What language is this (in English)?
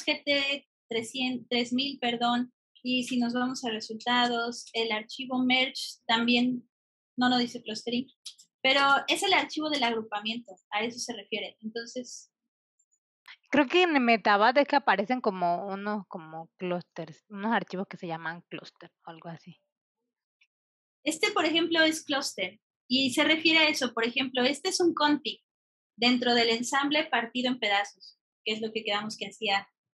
Spanish